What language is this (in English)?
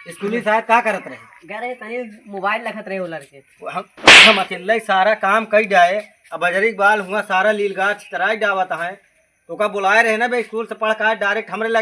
Awadhi